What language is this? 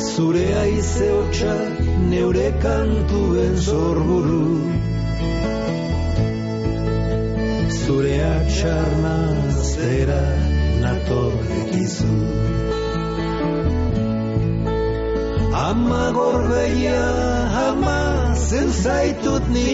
Basque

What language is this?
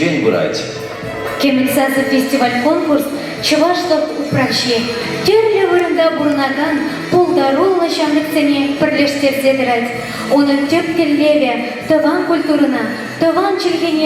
Chuvash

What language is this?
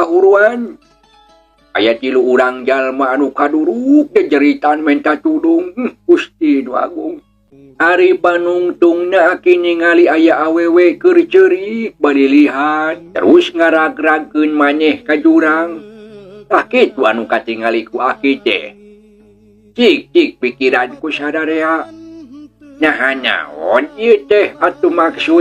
Sundanese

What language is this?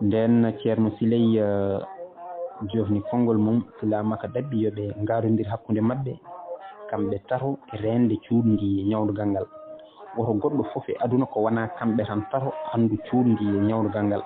Fula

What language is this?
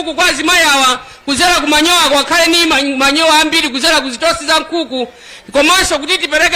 Nyanja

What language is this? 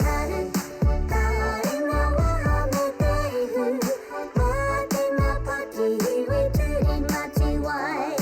Māori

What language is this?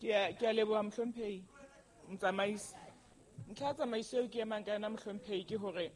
Southern Sotho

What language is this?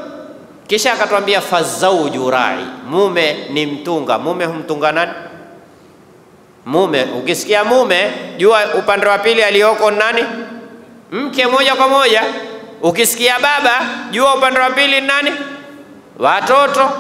Swahili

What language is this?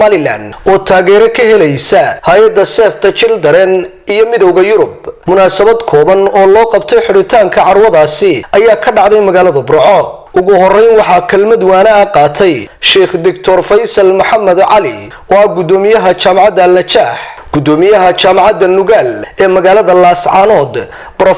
Somali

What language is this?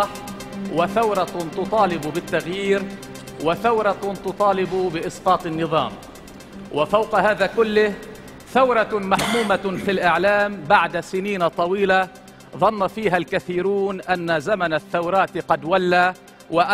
Arabic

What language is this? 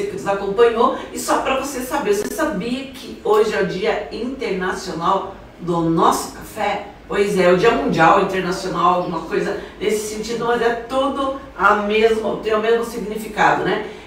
Portuguese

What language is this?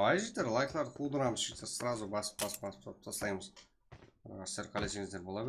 Kara-Kalpak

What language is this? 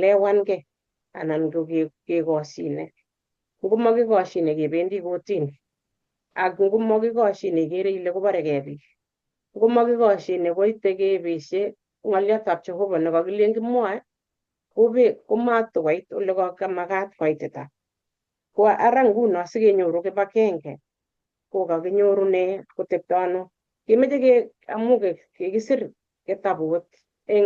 Kalenjin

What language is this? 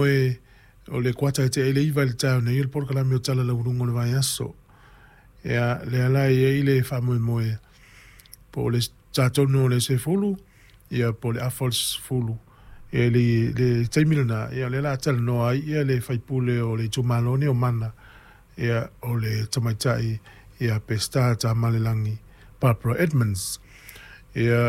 Samoan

